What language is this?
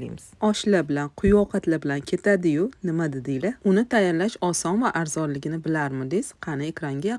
Uzbek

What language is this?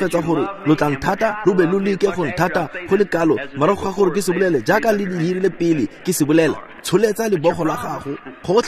Tswana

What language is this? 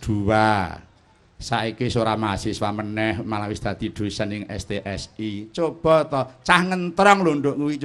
Javanese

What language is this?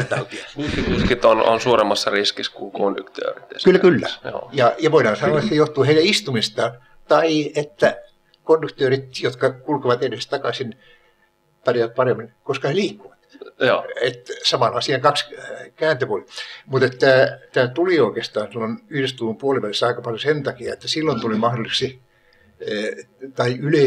Finnish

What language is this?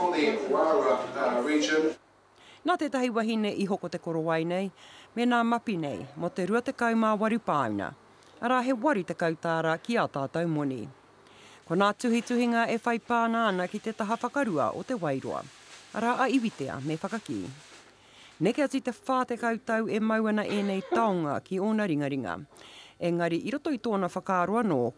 Māori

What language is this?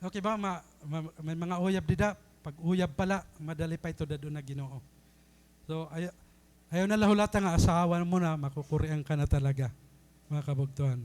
Waray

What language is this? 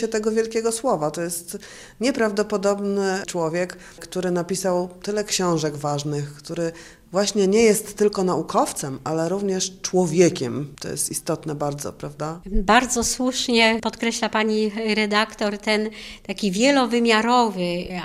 Polish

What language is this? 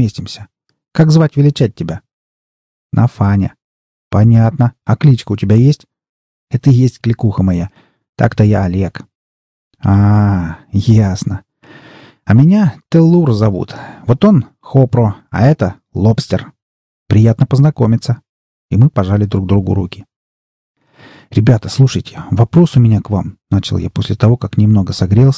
Russian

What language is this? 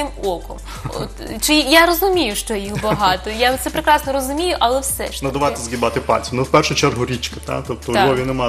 Ukrainian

